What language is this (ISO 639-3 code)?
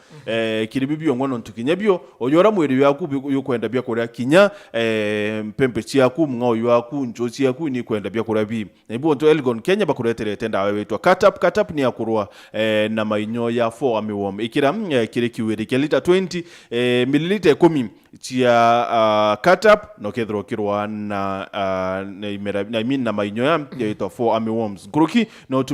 mer